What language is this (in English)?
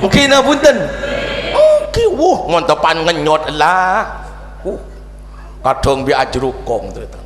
Madurese